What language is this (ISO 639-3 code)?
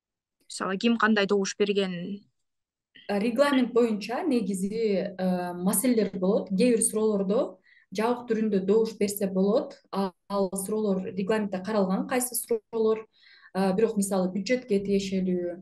kir